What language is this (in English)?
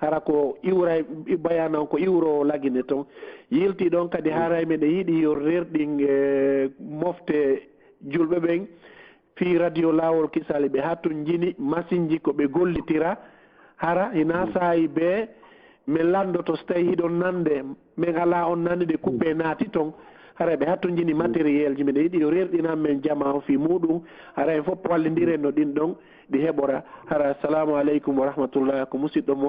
Fula